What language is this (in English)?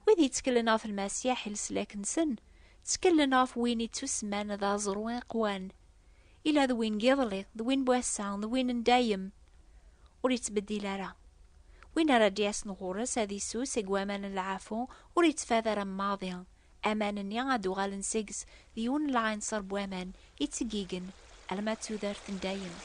Kabyle